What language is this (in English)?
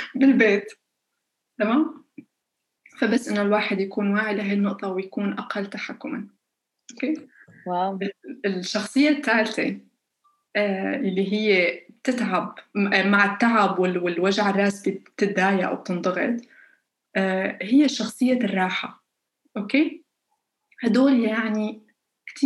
North Levantine Arabic